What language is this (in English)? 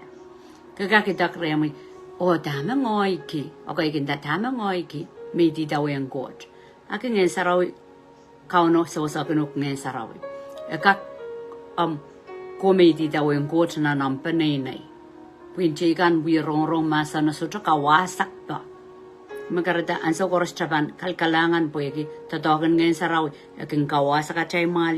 Pohnpeian